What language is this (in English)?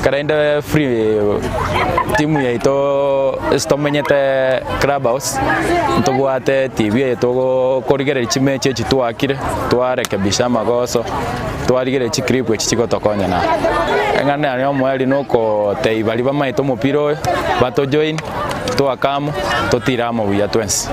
Gusii